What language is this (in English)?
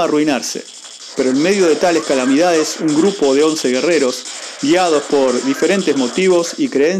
Spanish